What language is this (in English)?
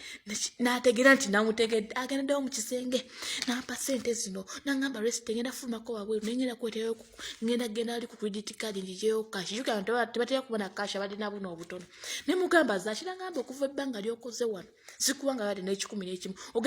Ganda